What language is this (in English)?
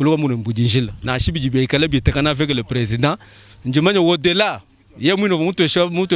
Luba-Lulua